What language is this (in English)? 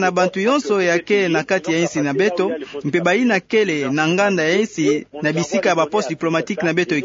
Kituba (Democratic Republic of Congo)